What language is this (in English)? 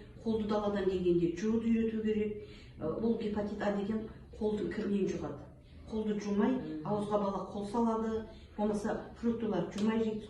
Kazakh